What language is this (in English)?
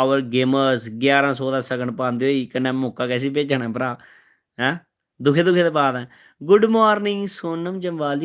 Dogri